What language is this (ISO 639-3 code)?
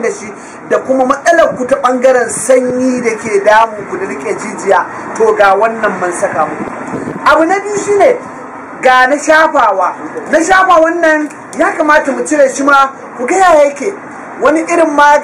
hau